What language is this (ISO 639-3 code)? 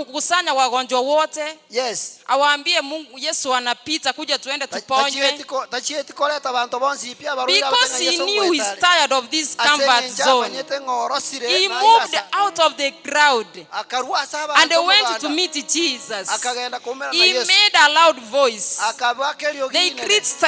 guz